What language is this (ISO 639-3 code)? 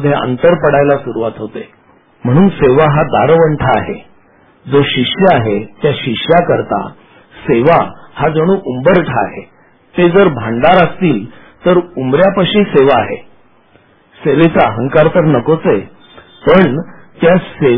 mar